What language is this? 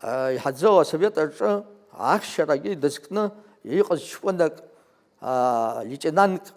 Abkhazian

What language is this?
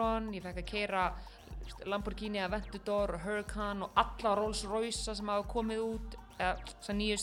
Icelandic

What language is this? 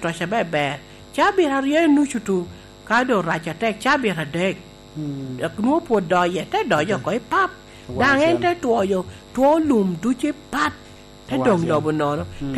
Lango (Uganda)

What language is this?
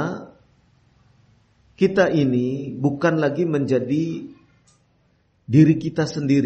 Indonesian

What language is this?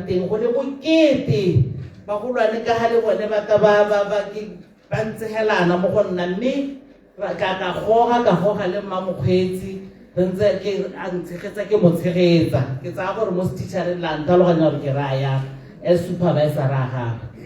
Tswana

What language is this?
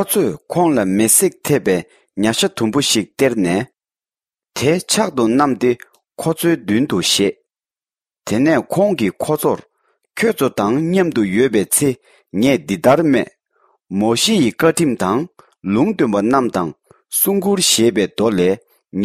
Tibetan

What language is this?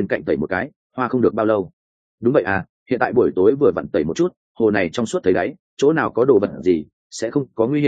Vietnamese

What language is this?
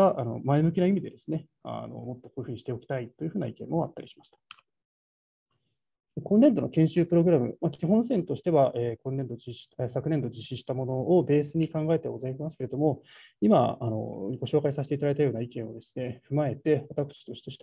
Japanese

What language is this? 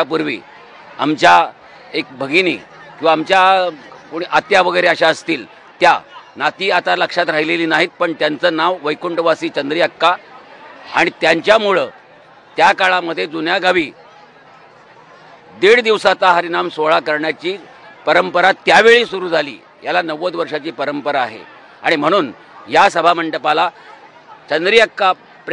Marathi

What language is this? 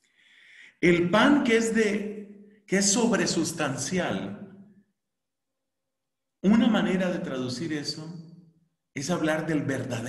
Spanish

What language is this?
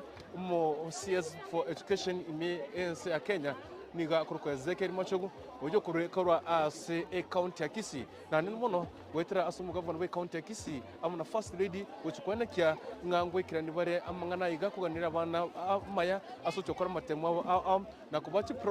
Gusii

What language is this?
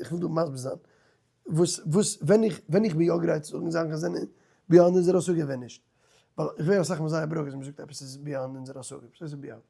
Yiddish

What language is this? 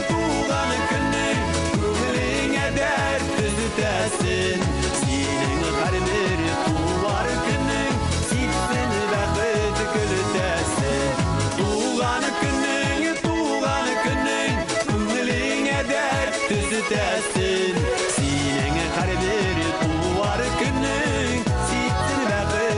Bashkir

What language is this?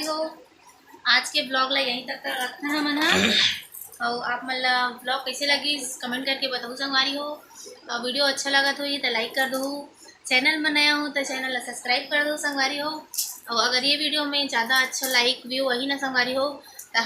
Chhattisgarhi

